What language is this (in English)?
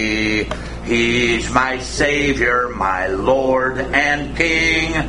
English